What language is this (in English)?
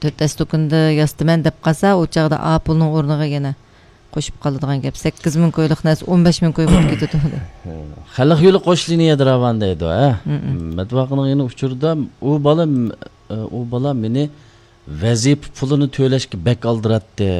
Uyghur